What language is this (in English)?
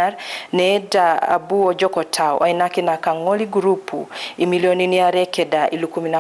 Teso